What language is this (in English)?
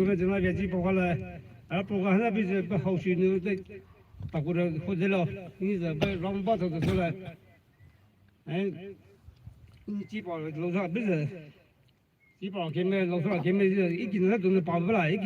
Poumei Naga